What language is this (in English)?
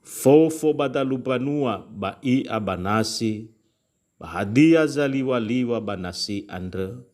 Nias